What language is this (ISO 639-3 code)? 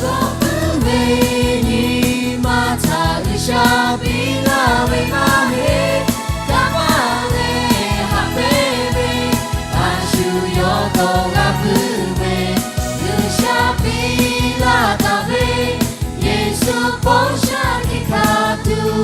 lhu